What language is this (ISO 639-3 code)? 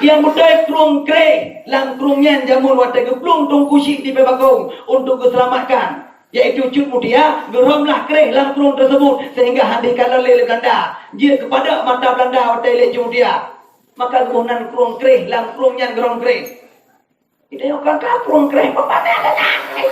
ace